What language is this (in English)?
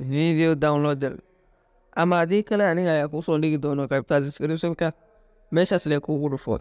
Somali